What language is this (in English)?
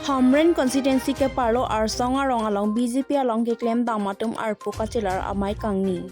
Karbi